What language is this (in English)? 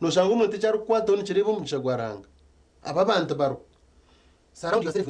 Nyankole